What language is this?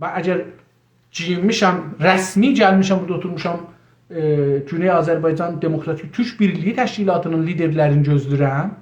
South Azerbaijani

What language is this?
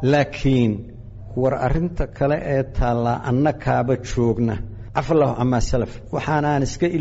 Somali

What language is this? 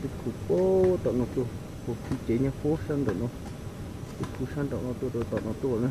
Hmong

